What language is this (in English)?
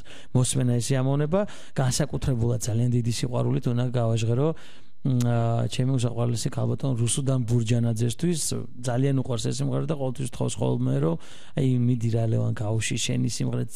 Georgian